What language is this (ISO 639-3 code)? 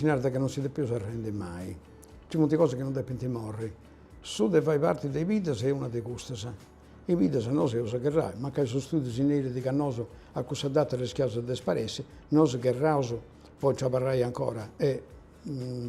srd